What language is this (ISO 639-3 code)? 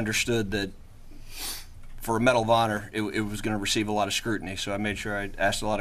eng